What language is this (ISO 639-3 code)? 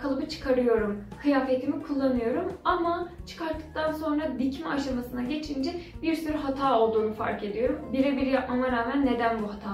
tur